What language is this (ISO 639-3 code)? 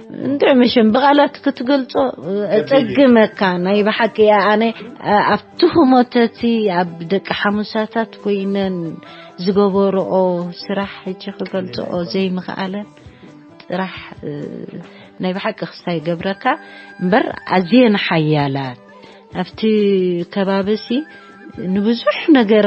tir